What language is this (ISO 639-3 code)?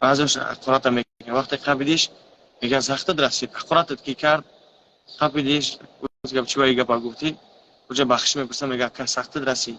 tgk